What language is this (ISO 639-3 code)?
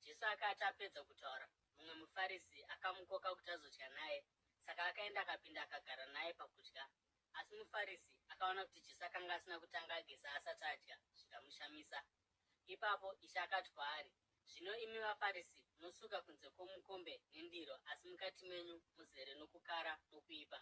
sna